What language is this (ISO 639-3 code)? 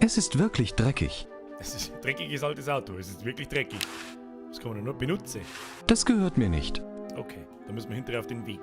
bar